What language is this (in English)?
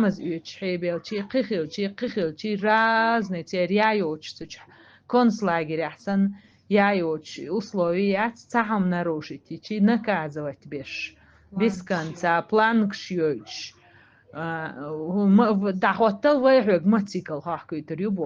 Chechen